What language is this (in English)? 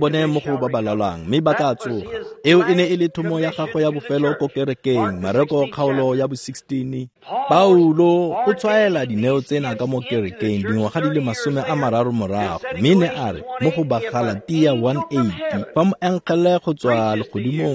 Tswana